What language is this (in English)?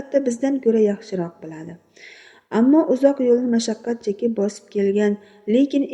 Uzbek